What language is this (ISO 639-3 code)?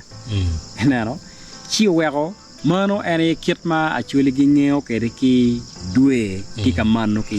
ach